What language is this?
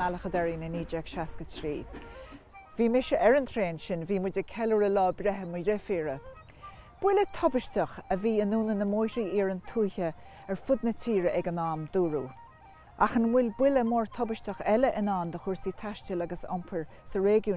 Irish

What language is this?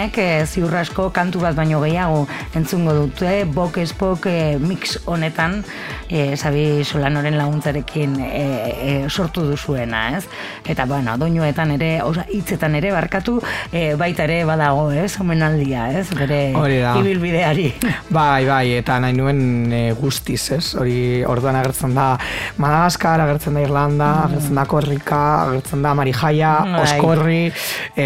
Basque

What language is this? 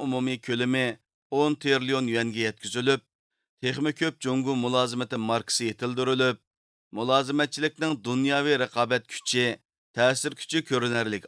Uyghur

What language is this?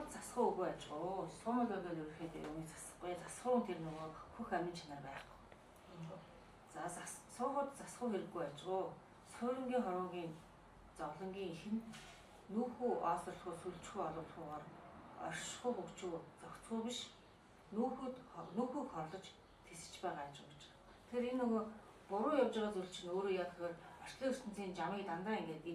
Mongolian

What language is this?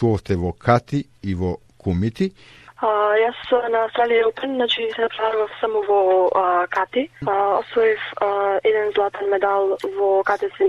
Macedonian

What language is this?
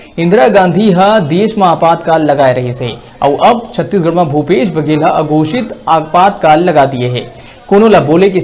Chhattisgarhi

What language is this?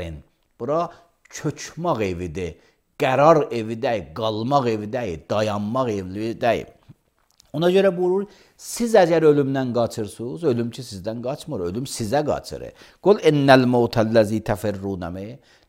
Azerbaijani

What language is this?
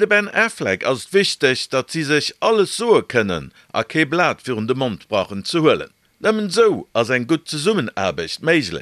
Luxembourgish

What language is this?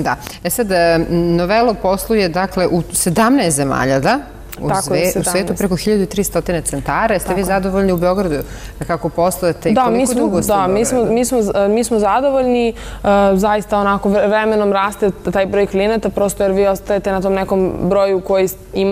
Serbian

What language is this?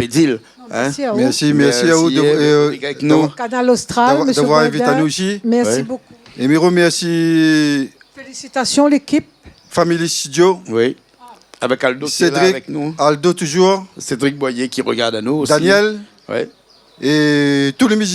Réunion Creole French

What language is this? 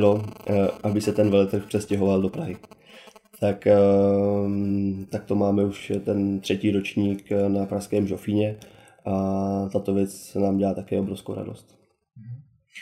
Czech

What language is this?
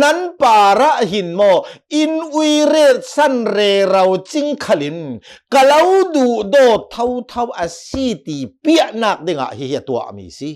Hakha Chin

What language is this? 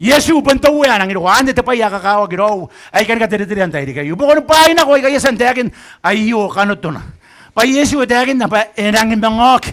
Gilbertese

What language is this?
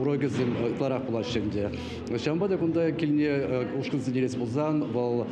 Chuvash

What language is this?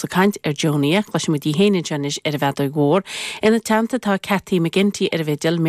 Irish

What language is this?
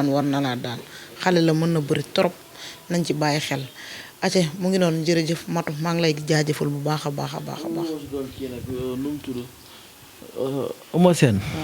Wolof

